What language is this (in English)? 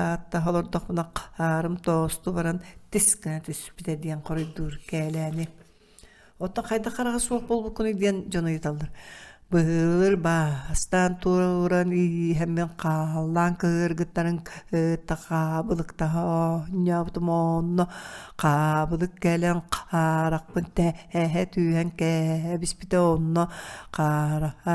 Yakut